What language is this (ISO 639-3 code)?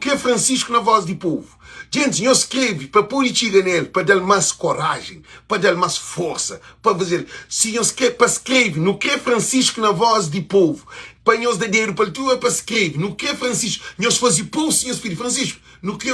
kea